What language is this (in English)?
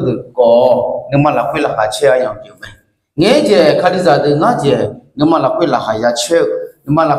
Akha